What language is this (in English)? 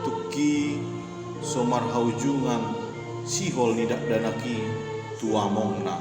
Batak Toba